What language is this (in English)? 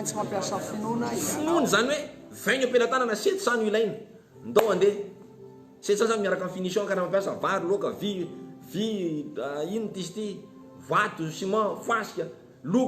Malagasy